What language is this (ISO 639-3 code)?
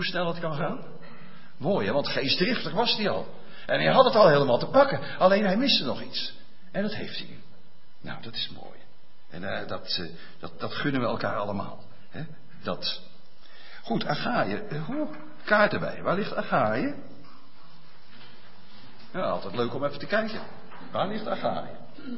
nld